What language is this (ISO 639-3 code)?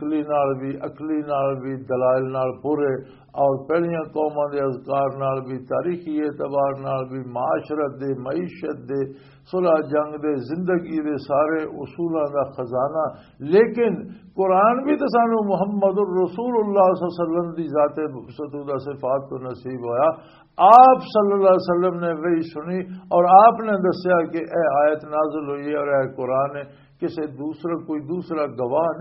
lah